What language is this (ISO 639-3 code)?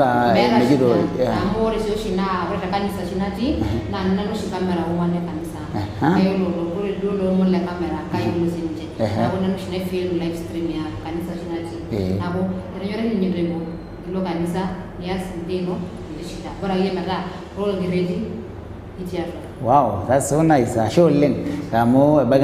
mas